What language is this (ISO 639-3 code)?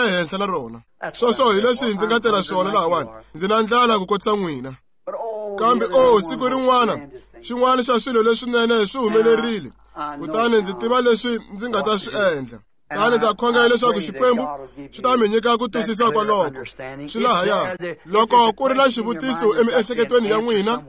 tso